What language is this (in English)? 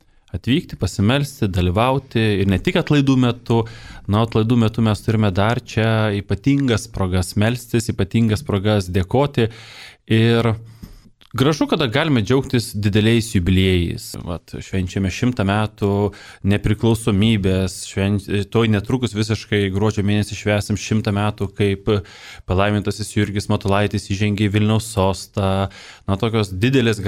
Lithuanian